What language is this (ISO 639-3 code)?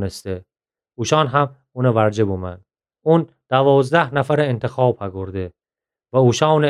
glk